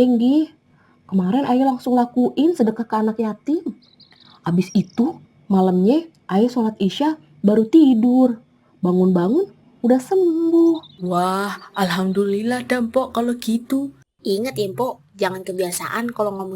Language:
Betawi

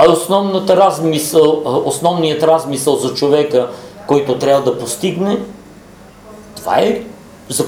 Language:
Bulgarian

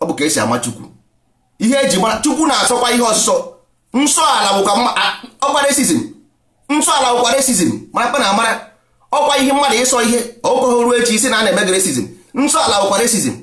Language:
Igbo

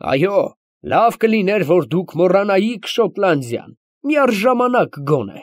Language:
Armenian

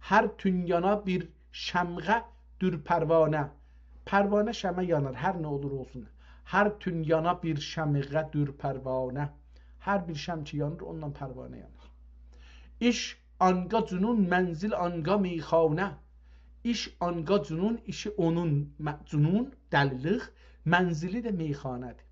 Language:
South Azerbaijani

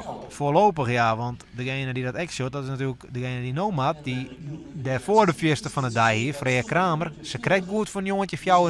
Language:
Western Frisian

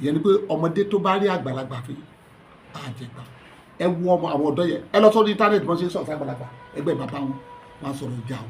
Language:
Yoruba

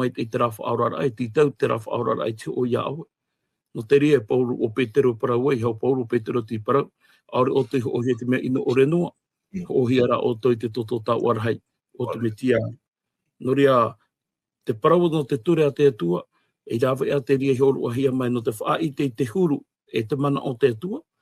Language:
Tahitian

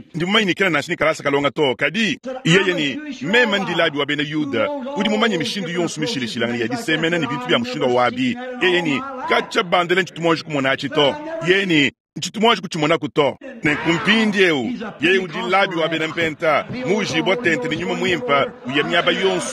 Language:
Luba-Lulua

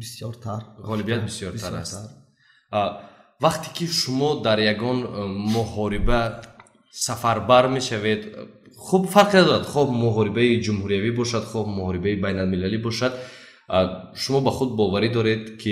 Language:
Tajik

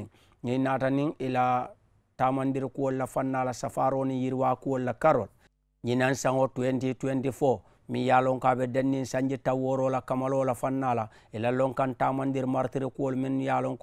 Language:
Mandingo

